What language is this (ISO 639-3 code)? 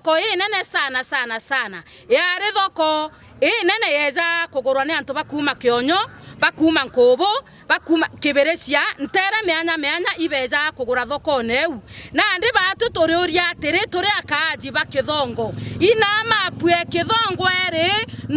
mer